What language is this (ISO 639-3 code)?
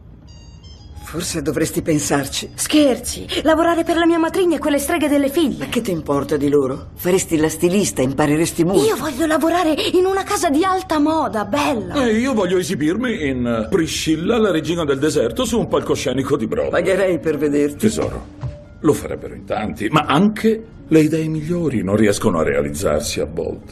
ita